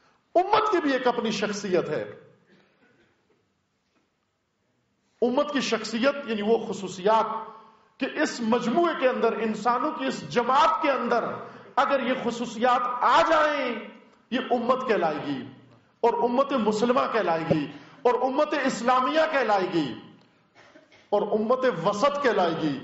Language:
Urdu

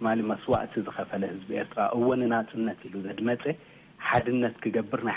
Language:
Tigrinya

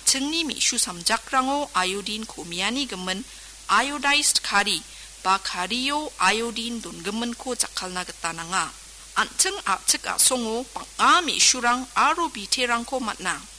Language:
Garo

